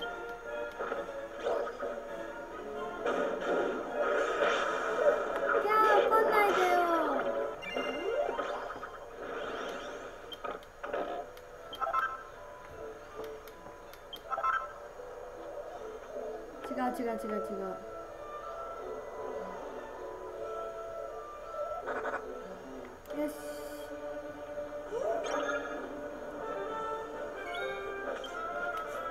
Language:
Japanese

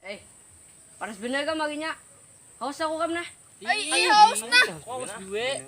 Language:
Banjar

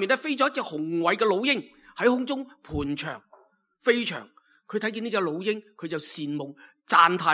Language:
Cantonese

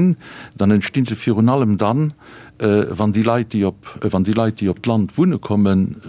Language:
Luxembourgish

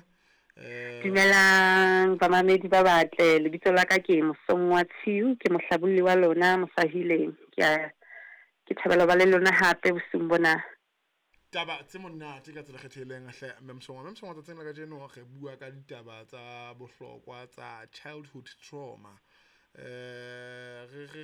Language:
Southern Sotho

